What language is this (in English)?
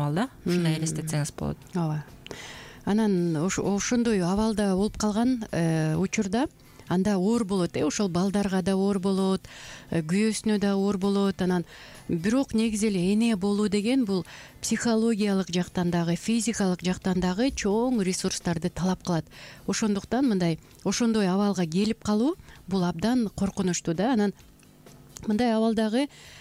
Kyrgyz